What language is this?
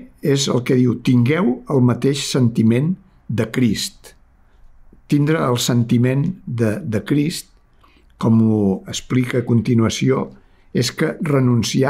Catalan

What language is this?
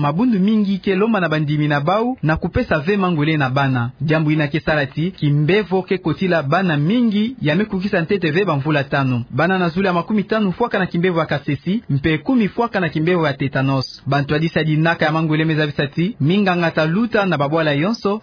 Kituba (Democratic Republic of Congo)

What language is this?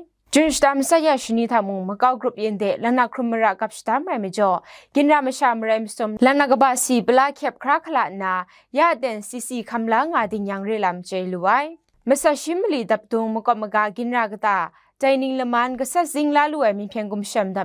Kachin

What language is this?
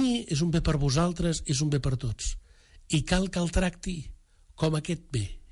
Catalan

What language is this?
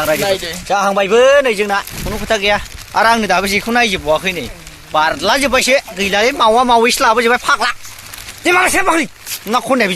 Bodo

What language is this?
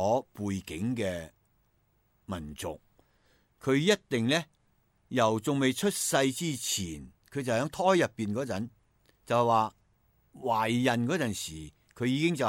Cantonese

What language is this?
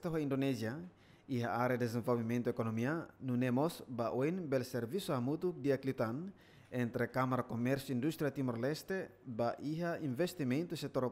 Tetum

